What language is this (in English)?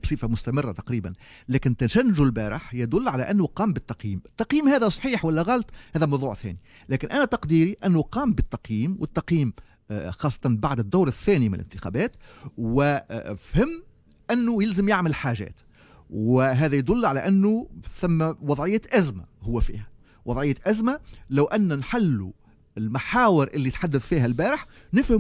Tunisian Arabic